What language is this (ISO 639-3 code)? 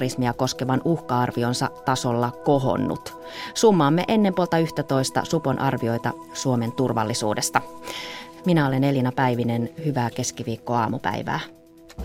fin